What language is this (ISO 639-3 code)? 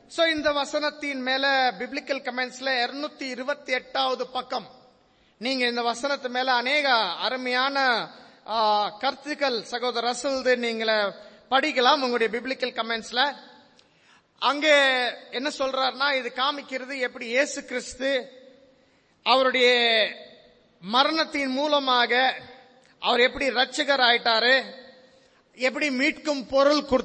tam